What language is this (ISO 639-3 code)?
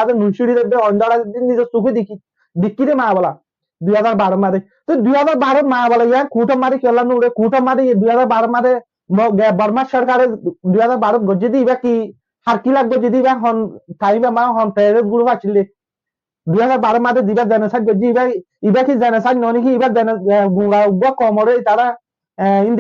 rhg